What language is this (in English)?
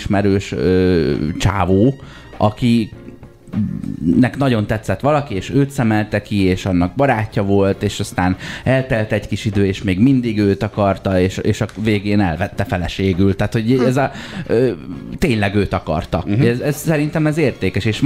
Hungarian